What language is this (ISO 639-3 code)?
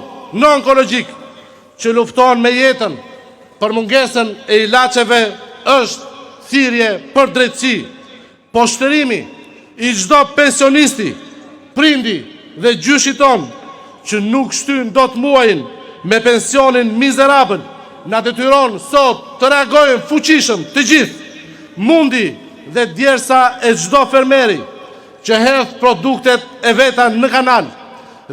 sqi